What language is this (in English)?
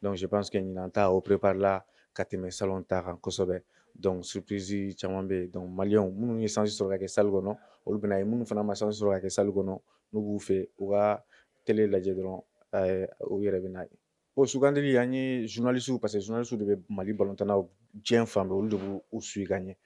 Bambara